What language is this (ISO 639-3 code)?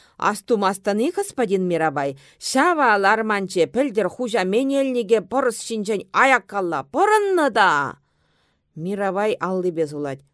chv